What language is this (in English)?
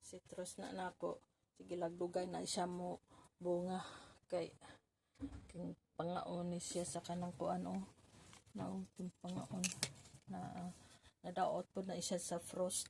Cebuano